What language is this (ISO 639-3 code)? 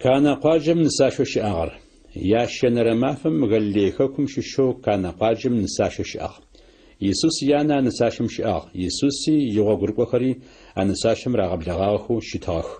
ady